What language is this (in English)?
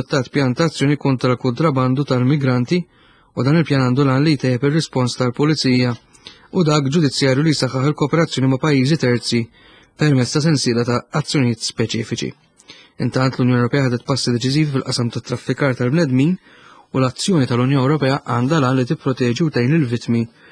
Maltese